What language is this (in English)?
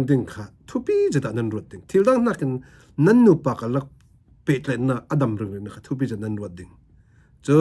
Falam Chin